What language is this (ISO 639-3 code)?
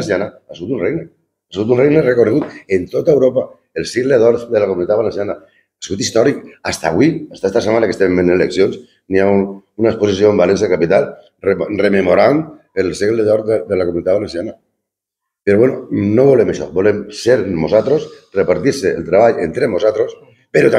cat